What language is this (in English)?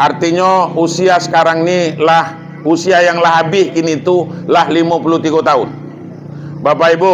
Minangkabau